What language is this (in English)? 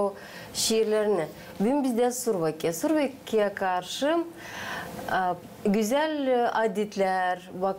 Gagauz